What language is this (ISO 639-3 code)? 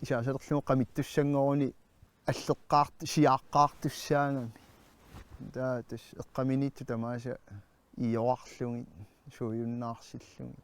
kal